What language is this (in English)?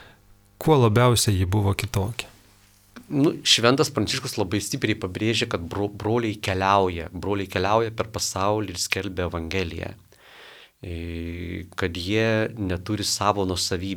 Lithuanian